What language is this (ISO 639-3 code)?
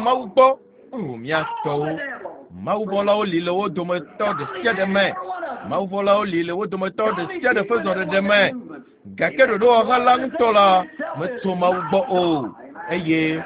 ewe